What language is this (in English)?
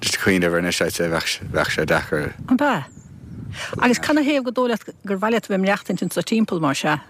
Irish